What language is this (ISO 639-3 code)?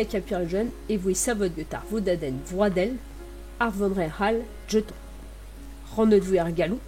bre